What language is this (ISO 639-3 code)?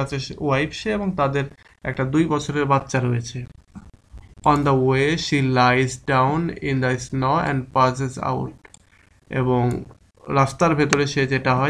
ben